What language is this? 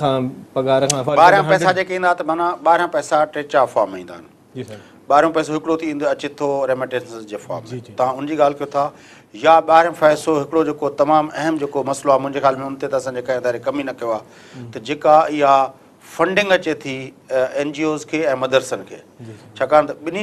Sindhi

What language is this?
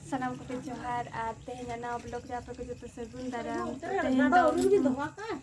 Santali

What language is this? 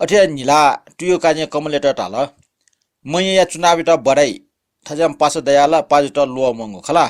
Newari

